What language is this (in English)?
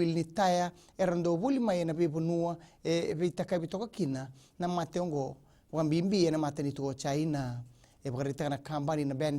Fijian